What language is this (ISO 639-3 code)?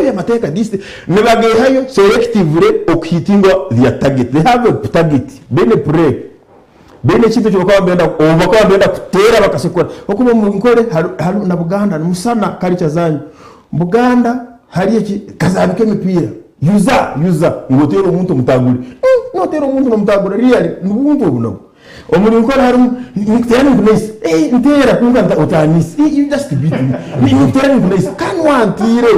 nyn